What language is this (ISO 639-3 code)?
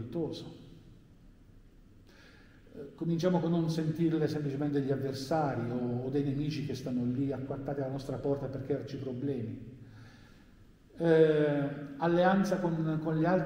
ita